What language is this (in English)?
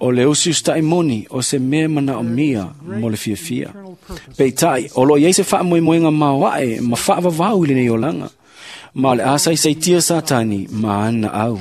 Samoan